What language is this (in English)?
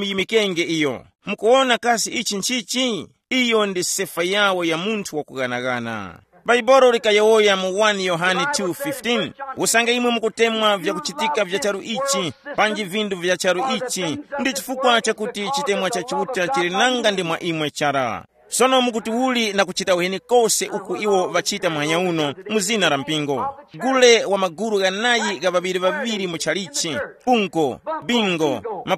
Tumbuka